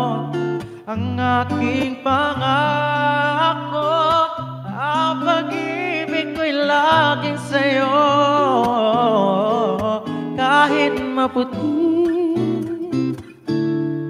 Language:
Filipino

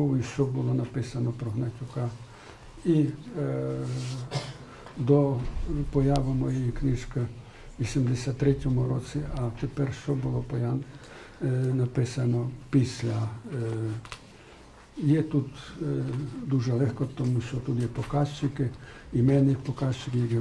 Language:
Ukrainian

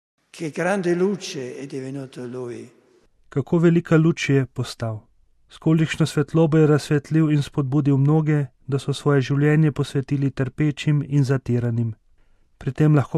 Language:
Slovenian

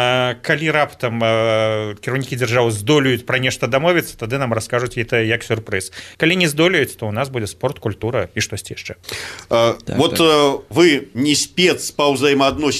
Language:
Belarusian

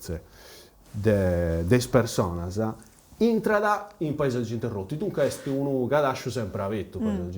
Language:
Sardinian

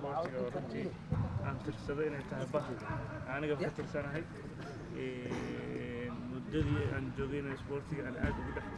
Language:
Somali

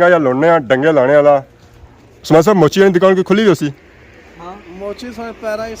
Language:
Pahari-Potwari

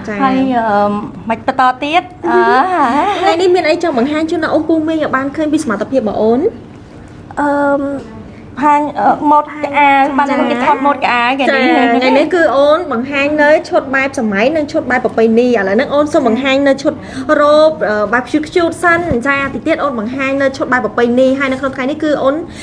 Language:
Khmer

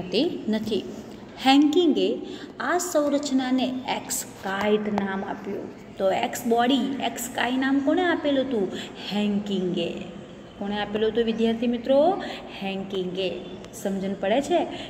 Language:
Gujarati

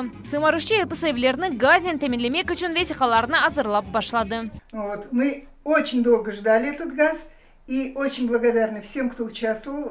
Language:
Crimean Tatar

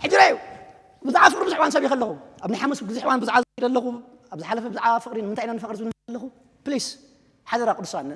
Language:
Tigrinya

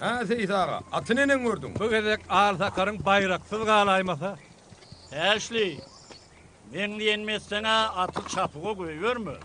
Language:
Turkmen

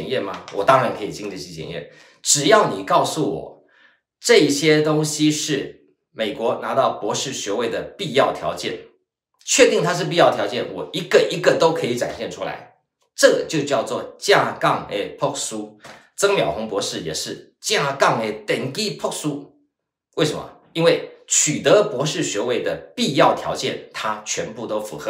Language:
Chinese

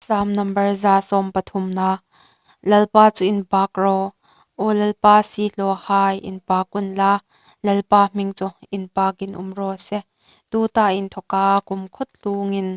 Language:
Hmar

